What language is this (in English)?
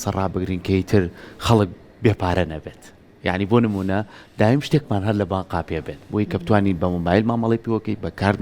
Central Kurdish